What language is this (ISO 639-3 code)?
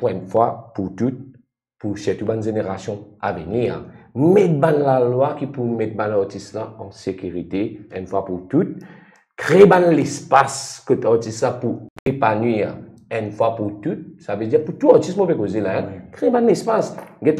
mfe